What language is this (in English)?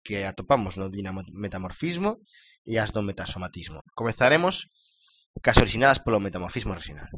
Galician